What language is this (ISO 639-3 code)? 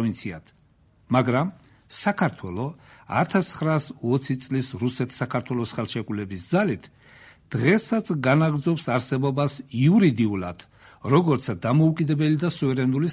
kat